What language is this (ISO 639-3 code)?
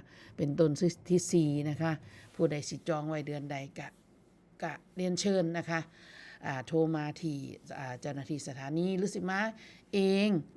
tts